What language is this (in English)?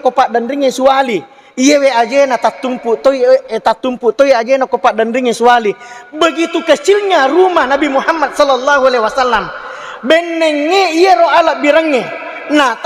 Buginese